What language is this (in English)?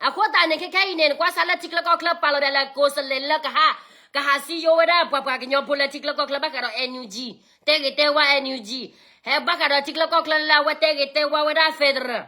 S'gaw Karen